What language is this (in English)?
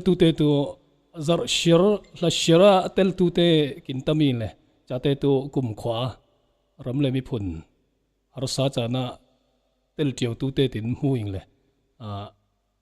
Falam Chin